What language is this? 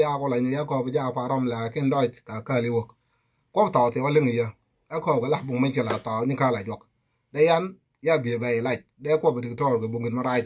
Nuer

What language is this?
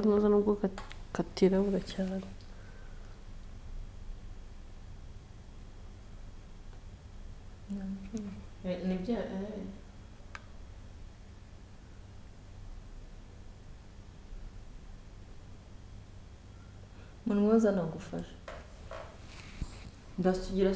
Kinyarwanda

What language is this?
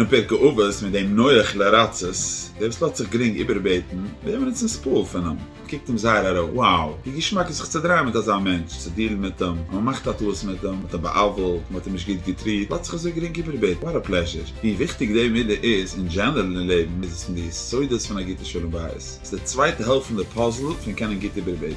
Yiddish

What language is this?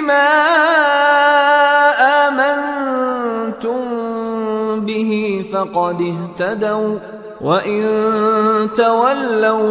Arabic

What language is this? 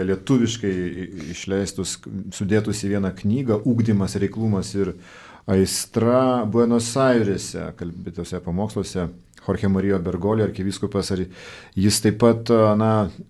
Lithuanian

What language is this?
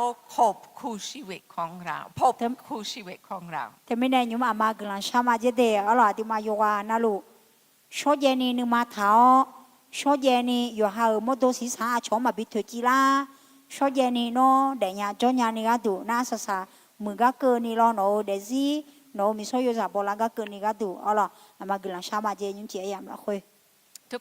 Akha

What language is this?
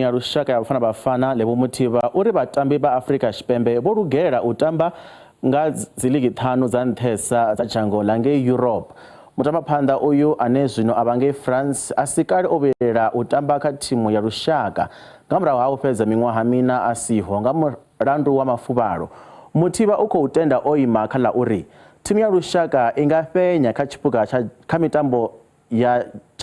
Venda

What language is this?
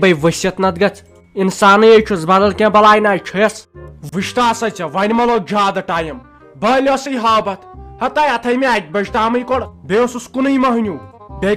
Kashmiri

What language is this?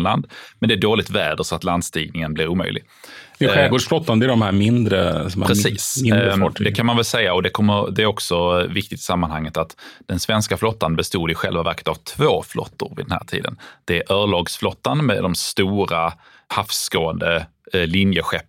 Swedish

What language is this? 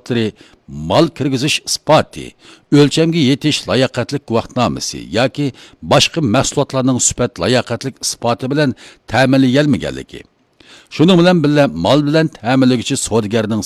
Uyghur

